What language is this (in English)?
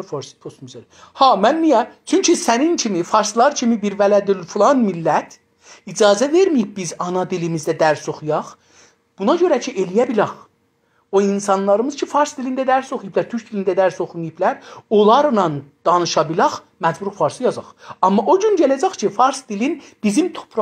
South Azerbaijani